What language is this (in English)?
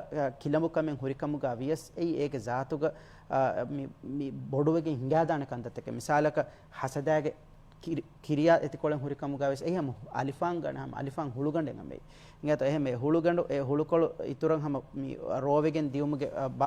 Divehi